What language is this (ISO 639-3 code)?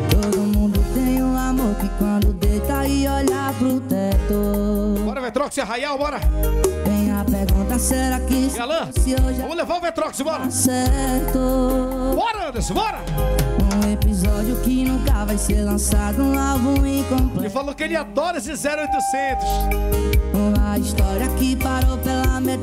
por